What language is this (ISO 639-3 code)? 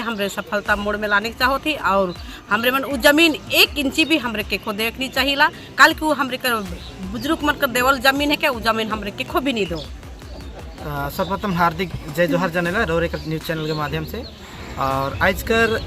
sck